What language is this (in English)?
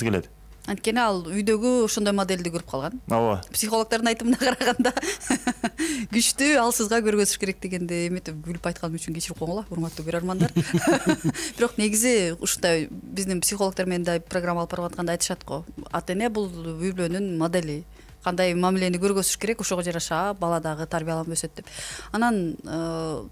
Kyrgyz